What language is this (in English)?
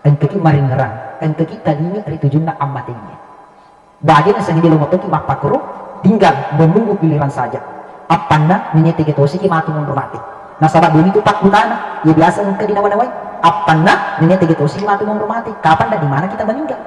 Buginese